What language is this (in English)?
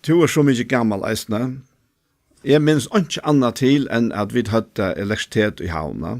Faroese